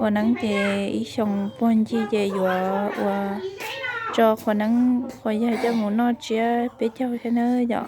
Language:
Hmong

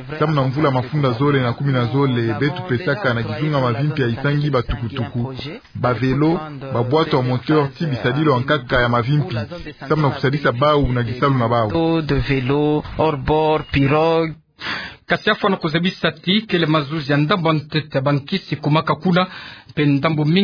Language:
Kituba (Democratic Republic of Congo)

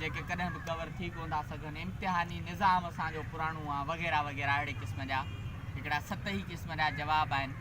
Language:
Sindhi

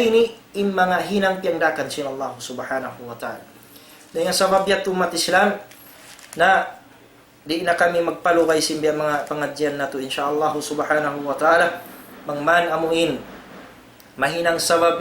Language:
Tausug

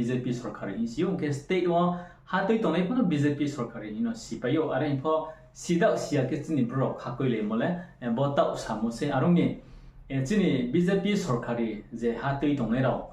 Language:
Riang (India)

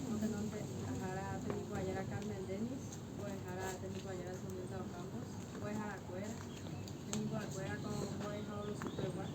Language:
Guarani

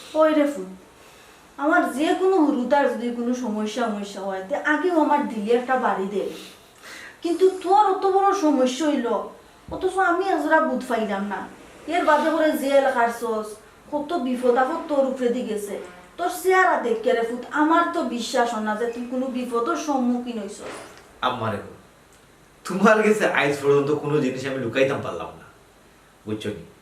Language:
Sylheti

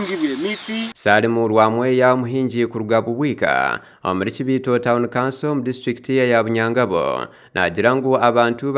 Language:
Nyankole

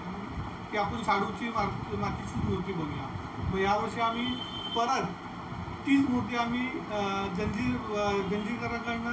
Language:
Marathi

